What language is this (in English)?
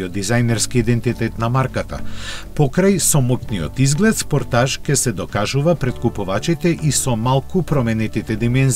Macedonian